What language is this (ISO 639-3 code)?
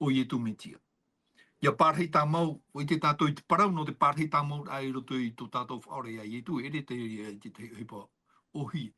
tah